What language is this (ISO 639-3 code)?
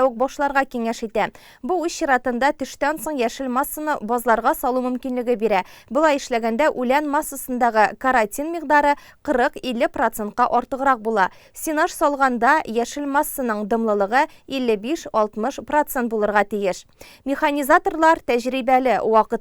tat